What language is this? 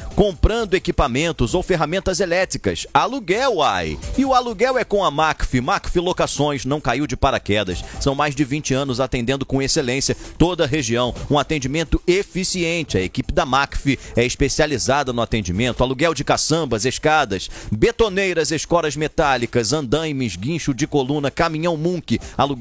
Portuguese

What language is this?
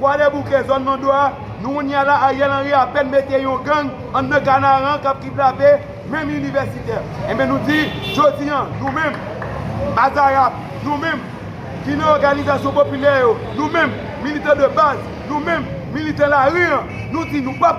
Haitian Creole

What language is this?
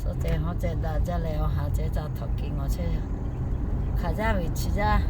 Lahu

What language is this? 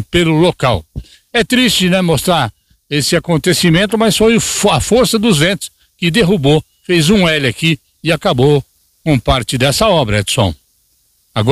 Portuguese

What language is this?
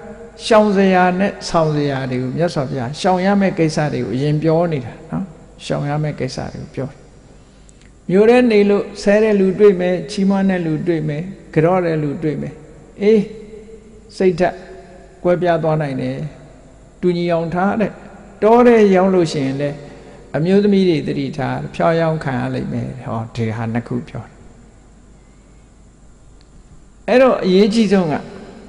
Burmese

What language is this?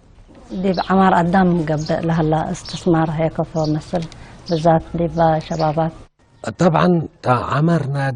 Tigre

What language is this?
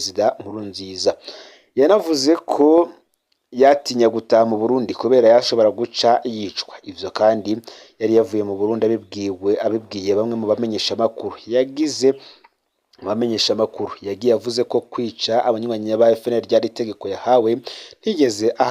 Rundi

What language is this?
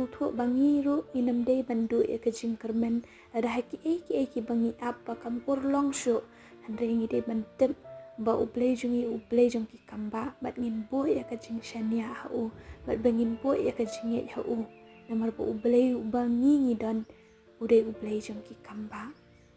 Khasi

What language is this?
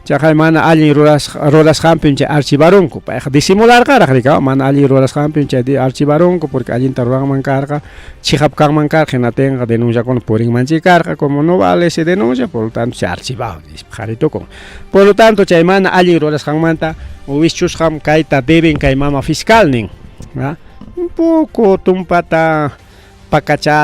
Ayacucho Quechua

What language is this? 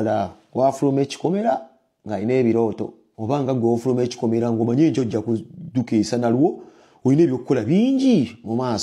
Ganda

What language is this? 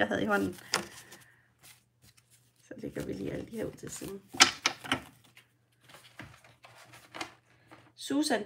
Danish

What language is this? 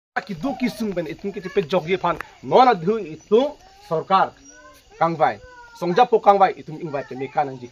Karbi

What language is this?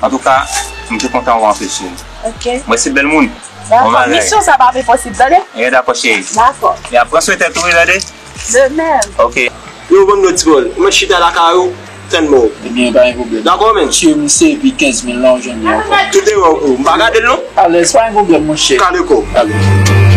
Haitian Creole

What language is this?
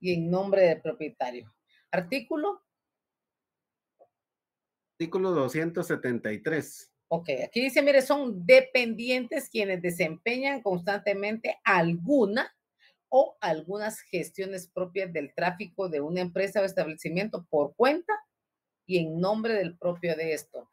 Spanish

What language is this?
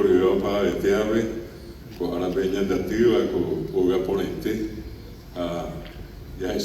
Guarani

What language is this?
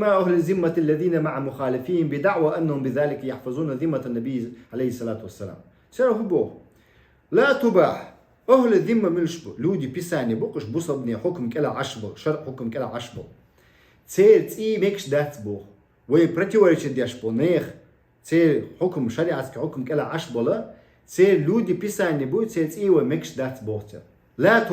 Chechen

